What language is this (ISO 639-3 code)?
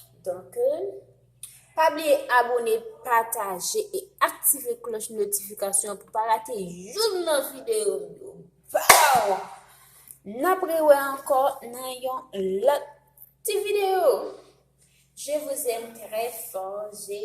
hat